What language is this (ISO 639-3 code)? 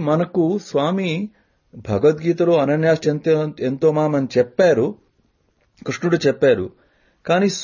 tel